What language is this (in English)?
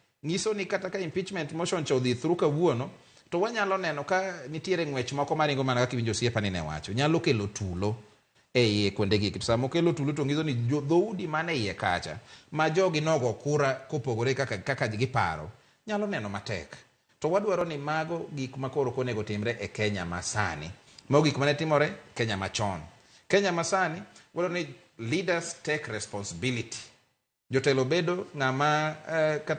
Luo (Kenya and Tanzania)